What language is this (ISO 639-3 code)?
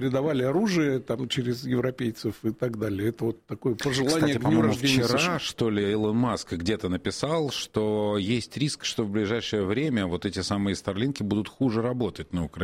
rus